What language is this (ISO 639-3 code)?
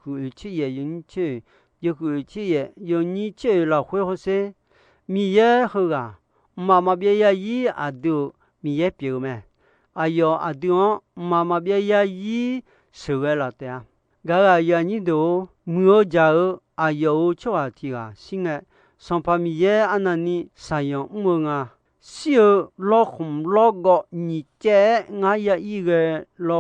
ahk